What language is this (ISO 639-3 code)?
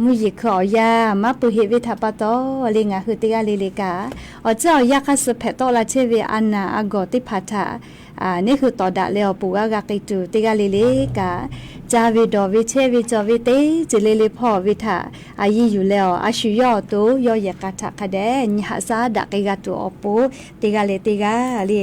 lhu